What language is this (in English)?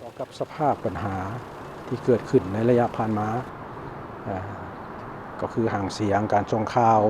Lao